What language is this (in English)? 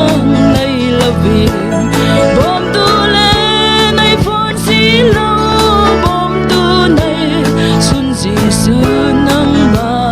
Falam Chin